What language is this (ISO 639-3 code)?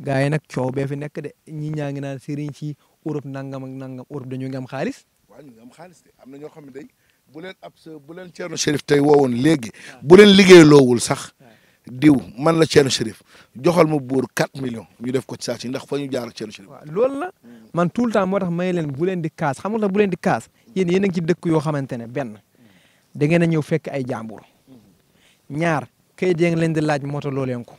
wol